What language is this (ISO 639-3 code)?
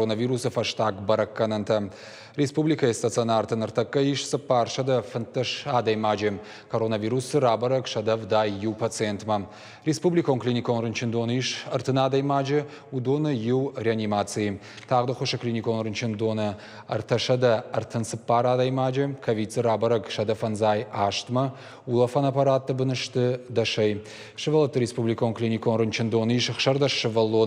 oss